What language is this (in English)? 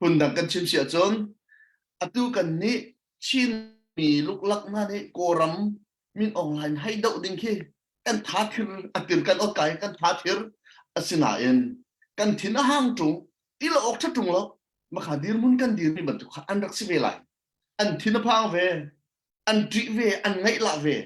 Hakha Chin